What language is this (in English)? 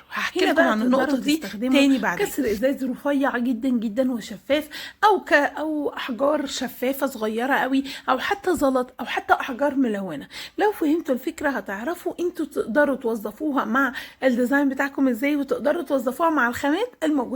Egyptian Arabic